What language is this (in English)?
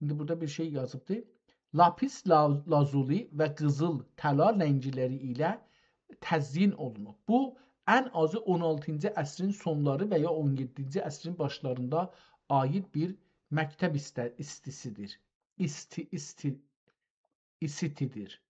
South Azerbaijani